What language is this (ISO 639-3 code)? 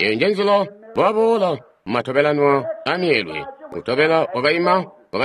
toi